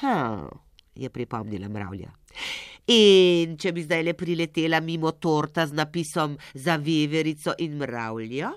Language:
Slovenian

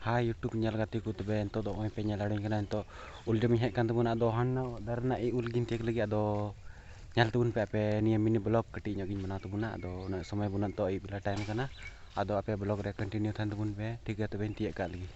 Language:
Santali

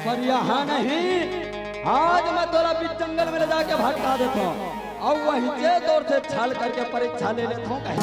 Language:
Chhattisgarhi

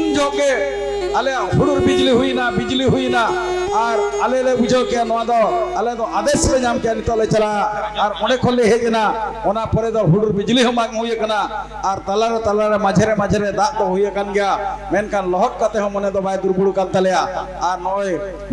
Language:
Santali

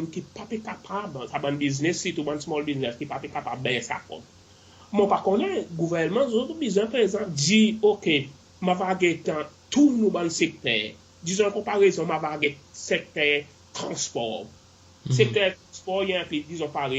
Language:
Seselwa Creole French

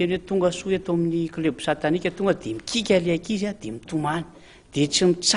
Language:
Malagasy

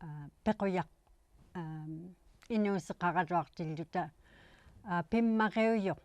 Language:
Inuktitut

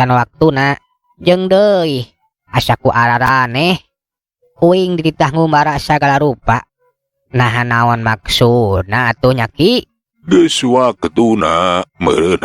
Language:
Sundanese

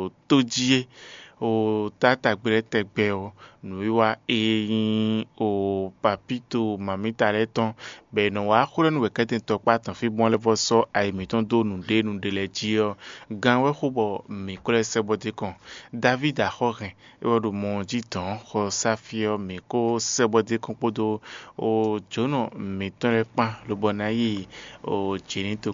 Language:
Fon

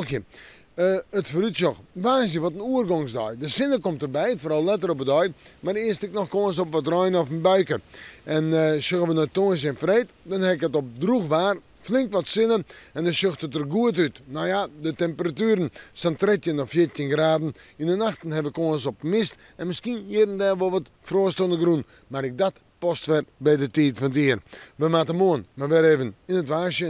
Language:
Western Frisian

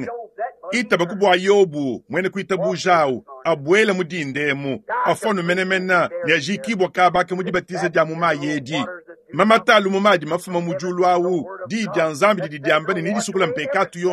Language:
Luba-Lulua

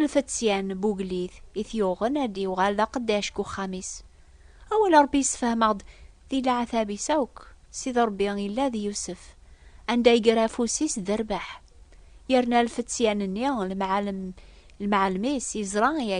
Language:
Kabyle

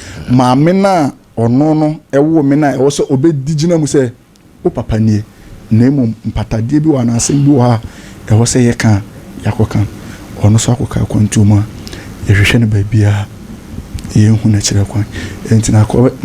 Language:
Akan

